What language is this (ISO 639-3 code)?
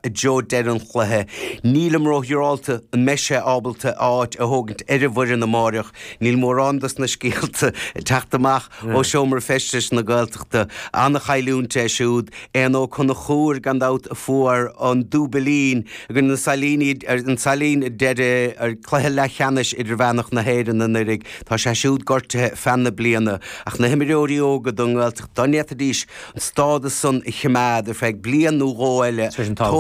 gle